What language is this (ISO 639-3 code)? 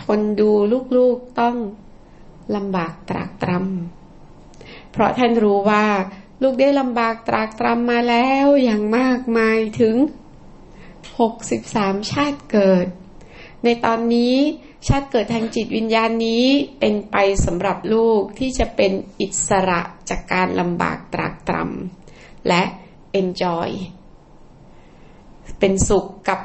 tha